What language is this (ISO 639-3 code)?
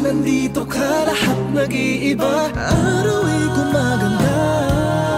fil